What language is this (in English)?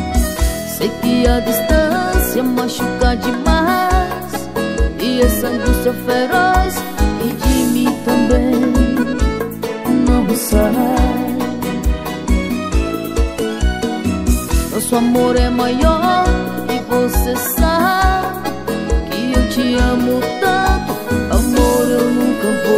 Portuguese